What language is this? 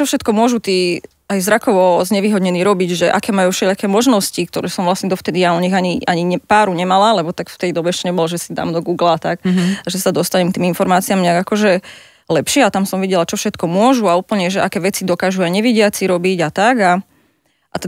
Slovak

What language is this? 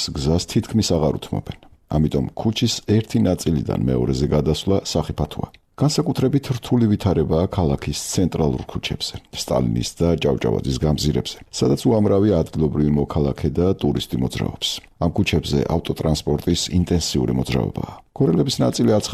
Georgian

